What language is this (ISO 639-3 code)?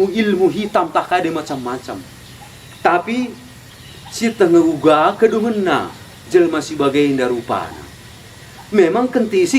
btx